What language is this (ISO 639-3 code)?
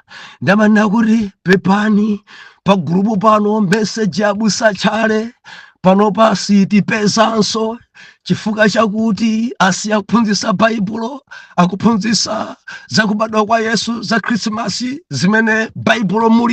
nya